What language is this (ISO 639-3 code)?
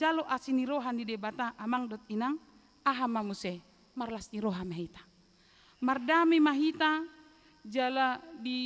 bbc